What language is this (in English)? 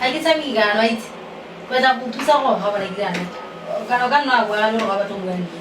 Tswana